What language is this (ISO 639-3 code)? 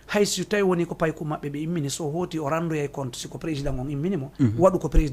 ful